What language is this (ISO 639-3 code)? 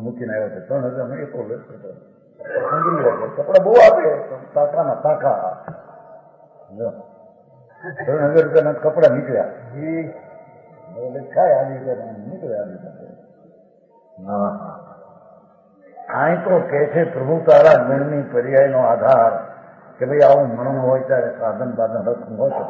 guj